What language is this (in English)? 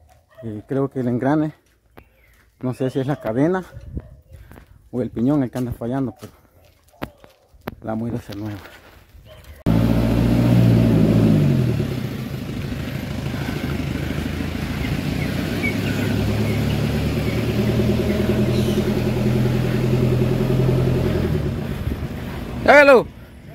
Spanish